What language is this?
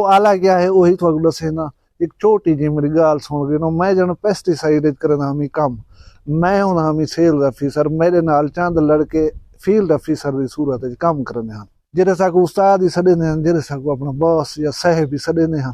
Saraiki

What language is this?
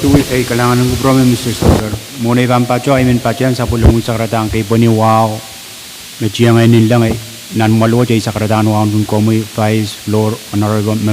Pohnpeian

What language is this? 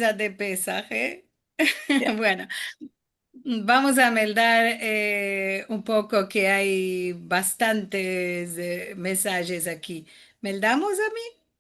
Ladino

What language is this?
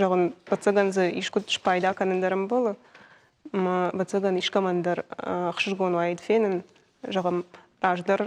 Ossetic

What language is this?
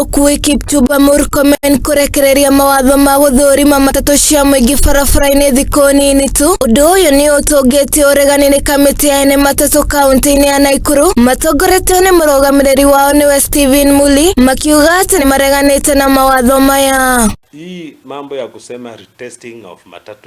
Kikuyu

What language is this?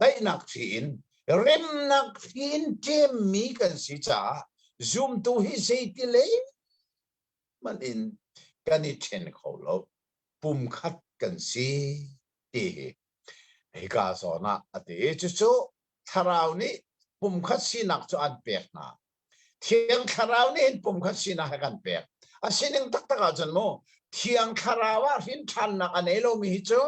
Hakha Chin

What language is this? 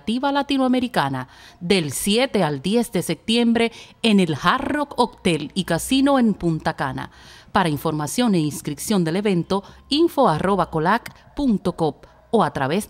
Spanish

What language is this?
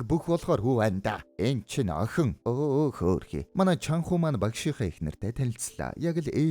Mongolian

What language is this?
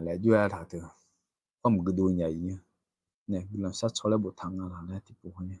Akha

